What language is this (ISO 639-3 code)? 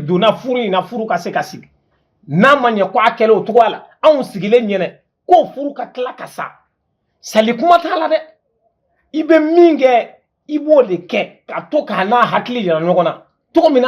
bam